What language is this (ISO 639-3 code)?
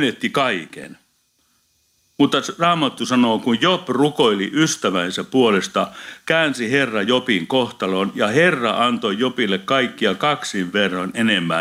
fin